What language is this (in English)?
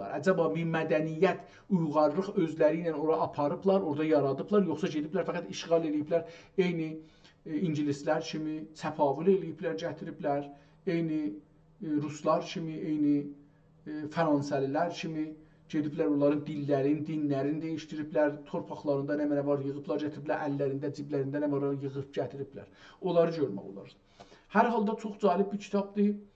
South Azerbaijani